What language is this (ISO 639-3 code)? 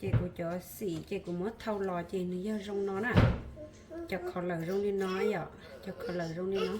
hmn